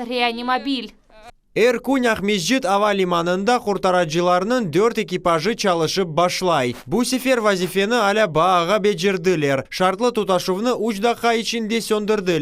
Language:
Crimean Tatar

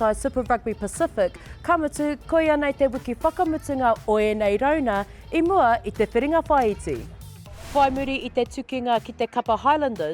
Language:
Māori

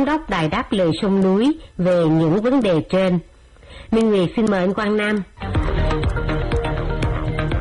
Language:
Vietnamese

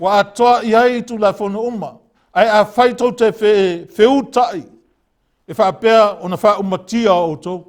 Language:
Samoan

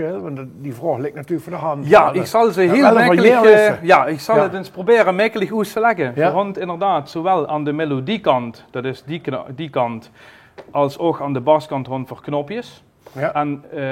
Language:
Limburgish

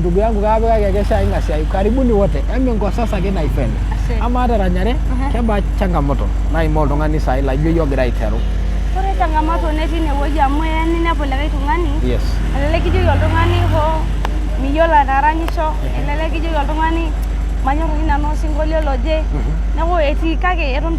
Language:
Masai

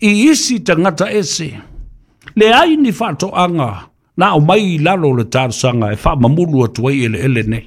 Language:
Samoan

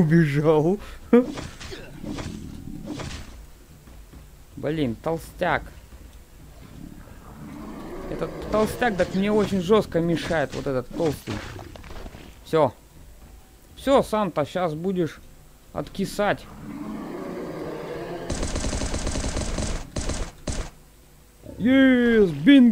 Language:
Russian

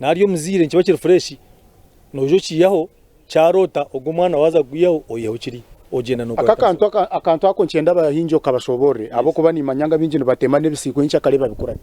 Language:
Nyankole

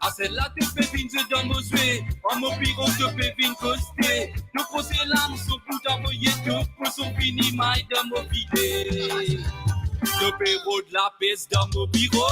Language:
Morisyen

